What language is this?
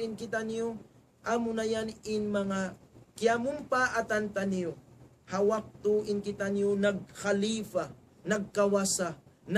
Tausug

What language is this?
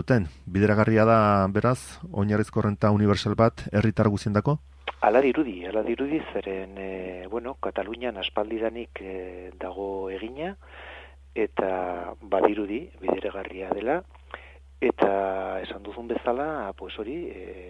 Basque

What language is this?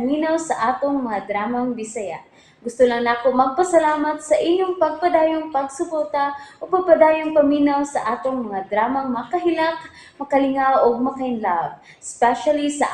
Cebuano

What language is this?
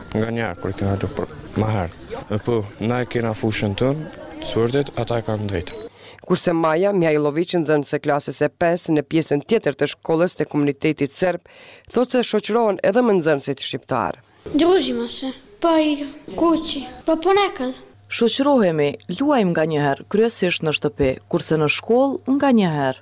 Albanian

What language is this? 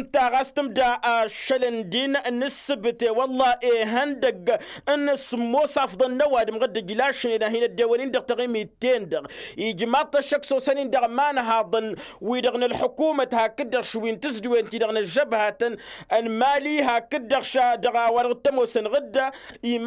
Tamasheq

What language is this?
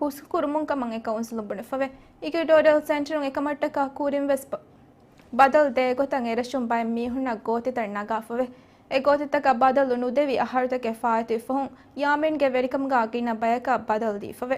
Divehi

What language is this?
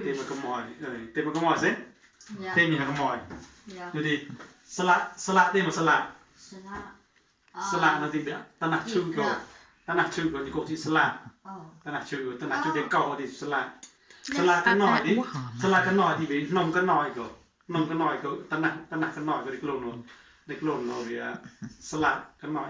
Mon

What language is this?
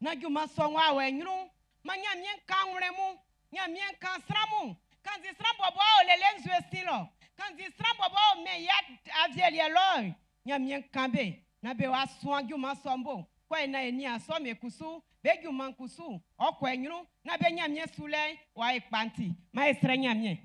Baoulé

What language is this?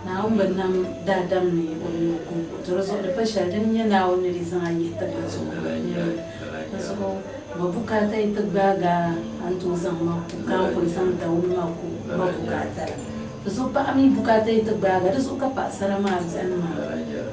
Dagbani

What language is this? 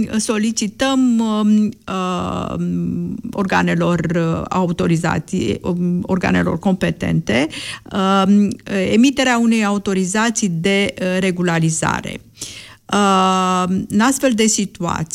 Romanian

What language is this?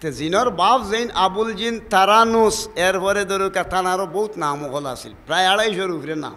Sylheti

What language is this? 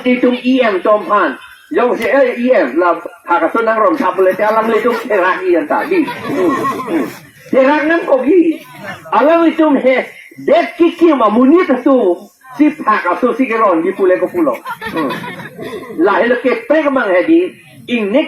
Karbi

